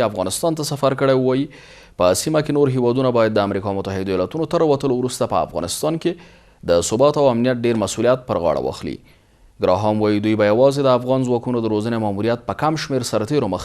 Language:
Pashto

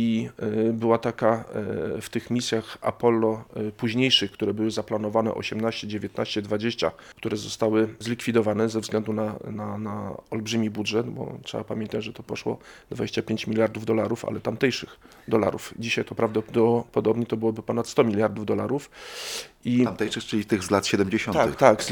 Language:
Polish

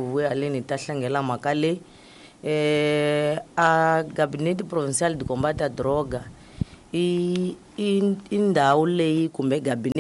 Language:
Tsonga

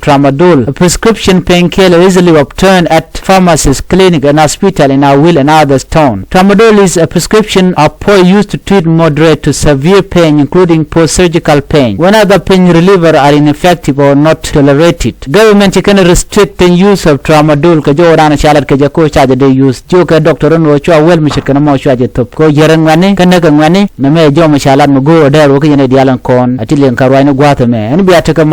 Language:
Nuer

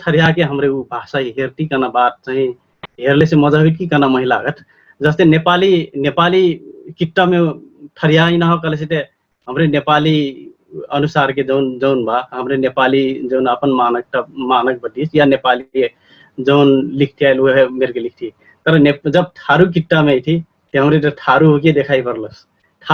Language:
Dangaura Tharu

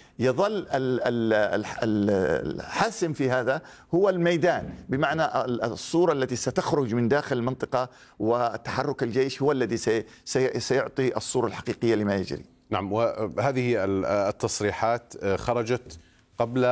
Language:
Arabic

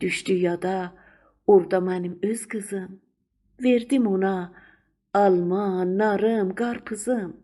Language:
South Azerbaijani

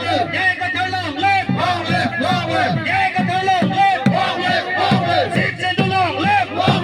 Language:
Karbi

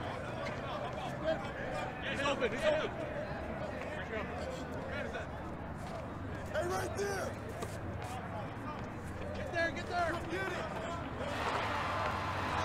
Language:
English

